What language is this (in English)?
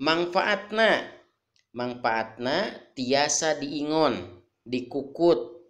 Sundanese